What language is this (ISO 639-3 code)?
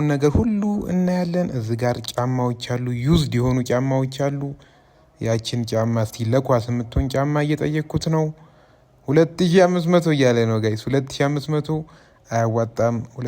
amh